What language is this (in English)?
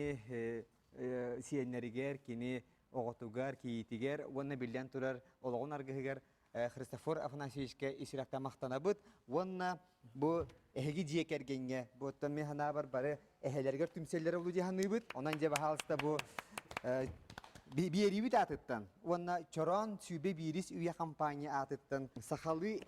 Yakut